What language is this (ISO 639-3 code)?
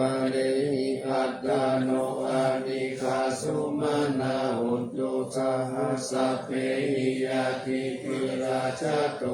pli